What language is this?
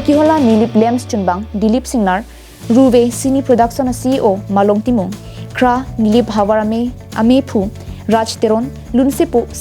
Karbi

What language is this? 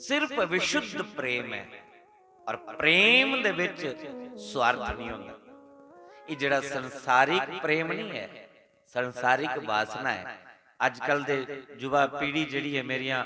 Dogri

